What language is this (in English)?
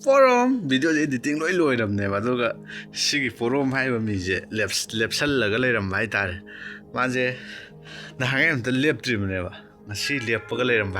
Manipuri